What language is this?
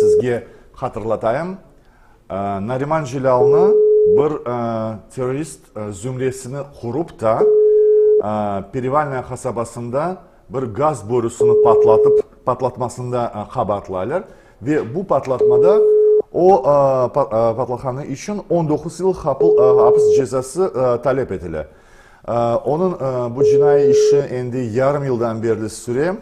Crimean Tatar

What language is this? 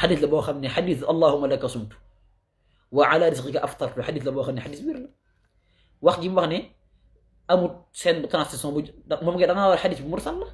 Wolof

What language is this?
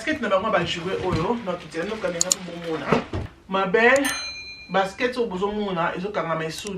Lingala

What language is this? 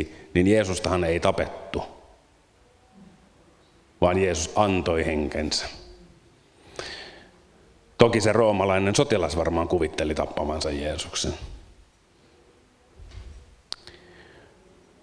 Finnish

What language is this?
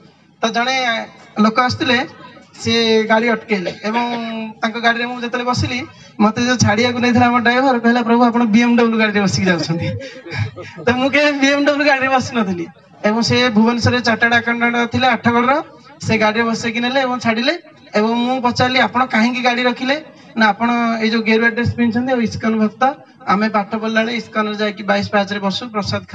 Odia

